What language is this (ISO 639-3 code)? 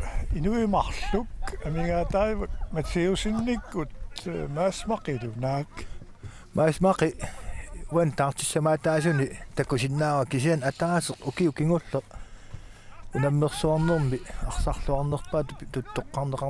kal